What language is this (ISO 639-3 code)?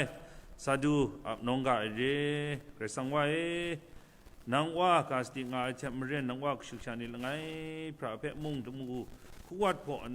kac